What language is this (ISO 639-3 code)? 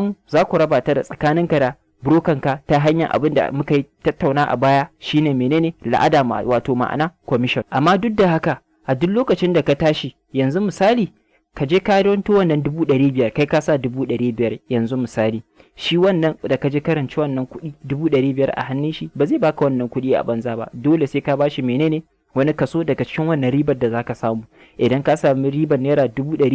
hau